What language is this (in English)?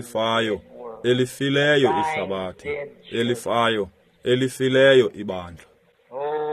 Xhosa